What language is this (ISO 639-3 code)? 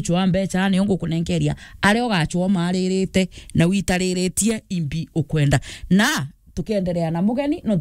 mer